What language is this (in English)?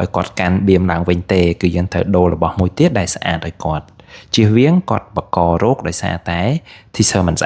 Khmer